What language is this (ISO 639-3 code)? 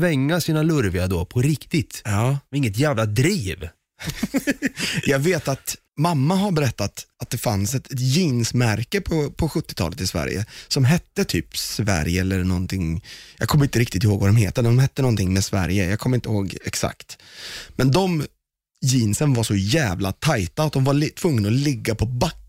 swe